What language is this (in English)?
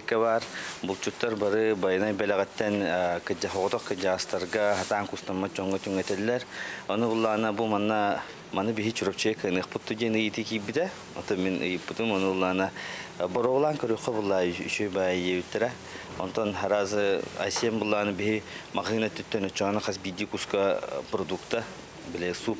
Yakut